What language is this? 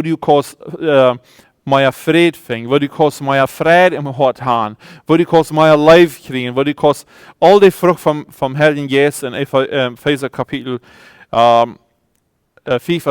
Plautdietsch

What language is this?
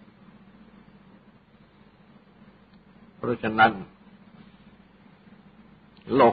Thai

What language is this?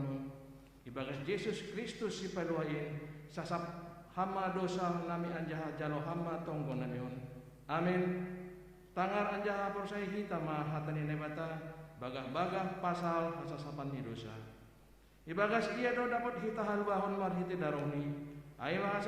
Batak Simalungun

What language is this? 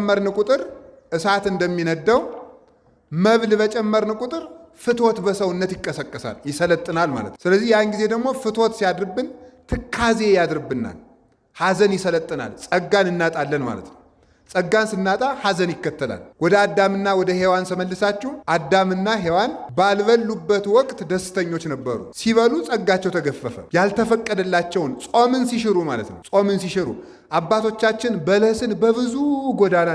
Amharic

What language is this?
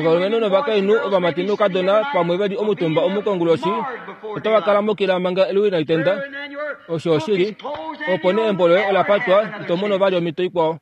Kuanyama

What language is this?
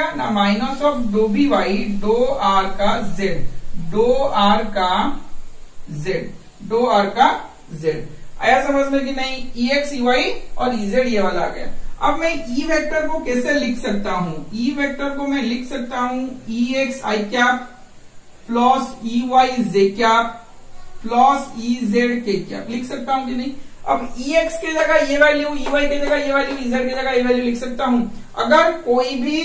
Hindi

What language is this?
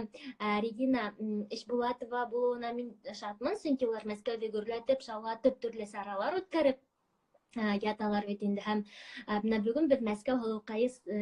Bashkir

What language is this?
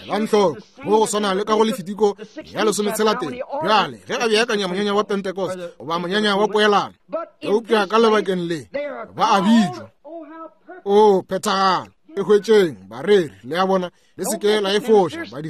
Northern Sotho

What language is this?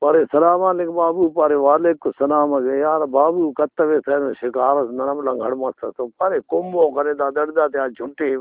Brahui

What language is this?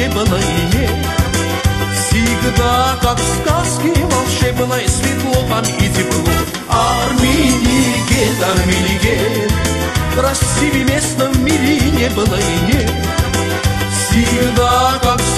Russian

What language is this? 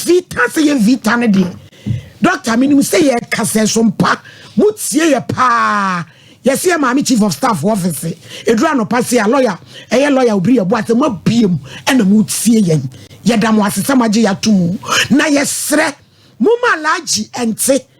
Akan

